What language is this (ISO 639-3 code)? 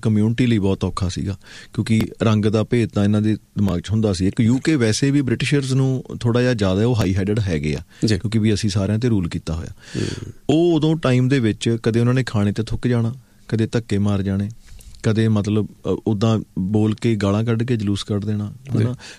pan